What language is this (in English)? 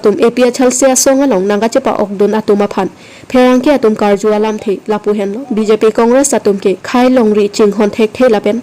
Karbi